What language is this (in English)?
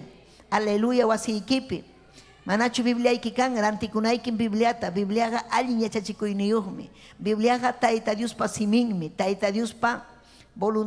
Ayacucho Quechua